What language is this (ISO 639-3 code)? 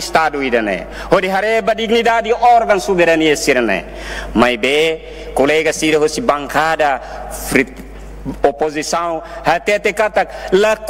tet